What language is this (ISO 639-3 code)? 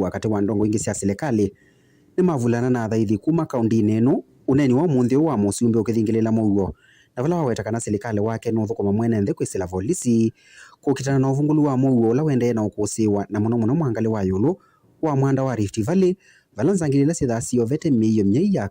kam